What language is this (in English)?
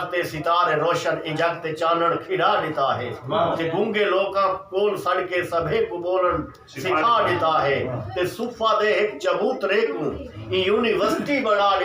Saraiki